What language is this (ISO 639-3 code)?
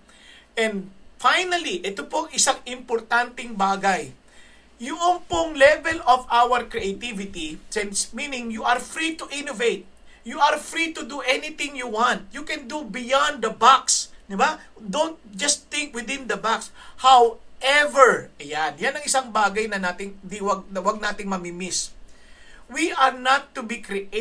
fil